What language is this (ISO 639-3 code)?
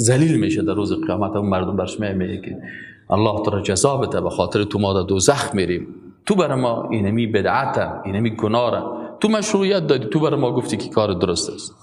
fas